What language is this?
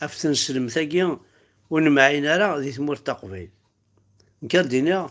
Kabyle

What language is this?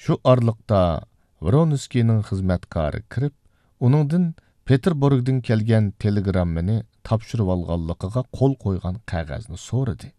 Uyghur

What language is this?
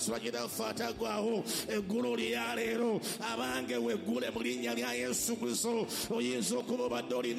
Ganda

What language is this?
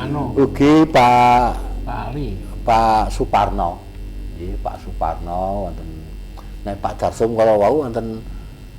Javanese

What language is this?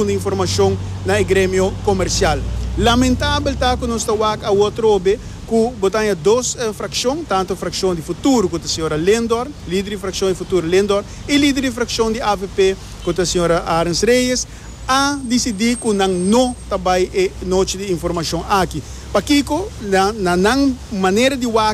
Papiamento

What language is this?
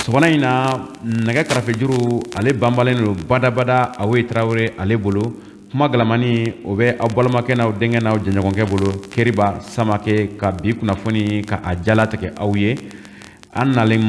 Bambara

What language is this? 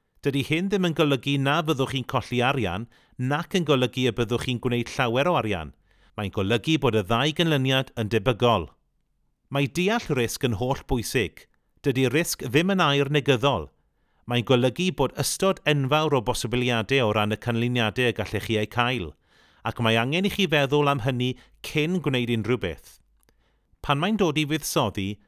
Welsh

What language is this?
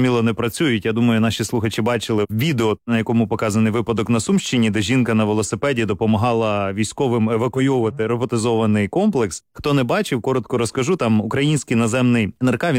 Ukrainian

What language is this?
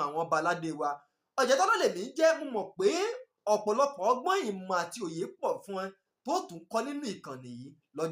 Yoruba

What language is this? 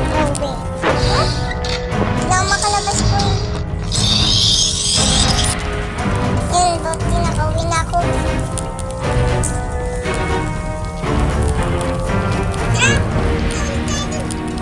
Filipino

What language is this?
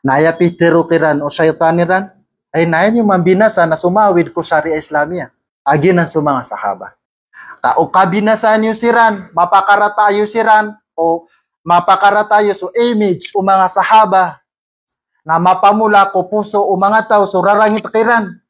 Maranao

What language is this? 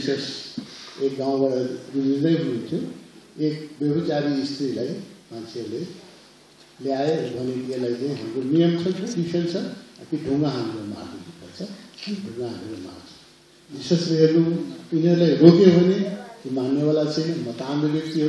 Nepali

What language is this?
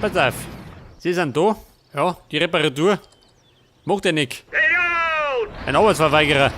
Bavarian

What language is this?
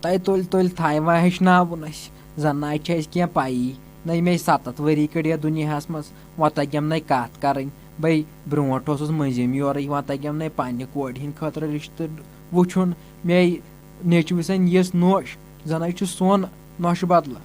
Kashmiri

